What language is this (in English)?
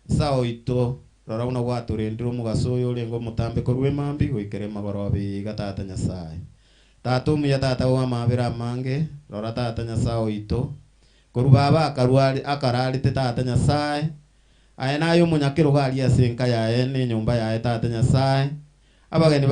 Gusii